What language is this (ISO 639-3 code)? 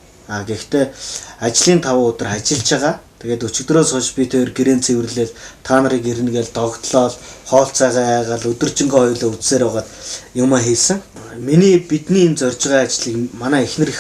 mon